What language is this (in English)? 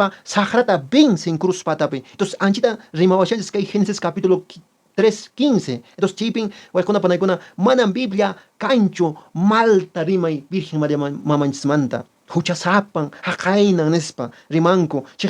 Quechua